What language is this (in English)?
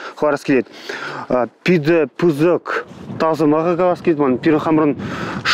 Chuvash